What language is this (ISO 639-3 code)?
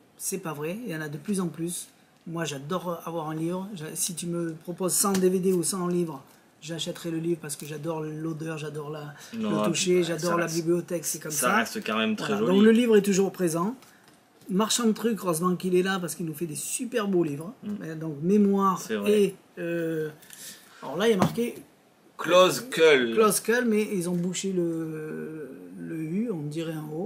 fra